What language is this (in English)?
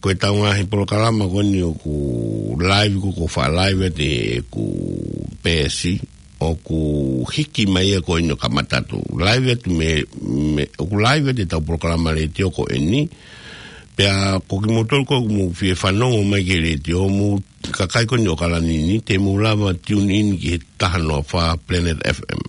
Tongan